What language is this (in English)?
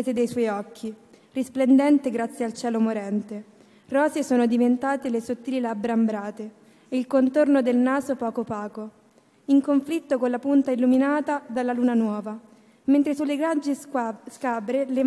Italian